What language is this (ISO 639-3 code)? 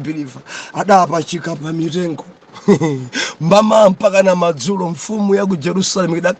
nya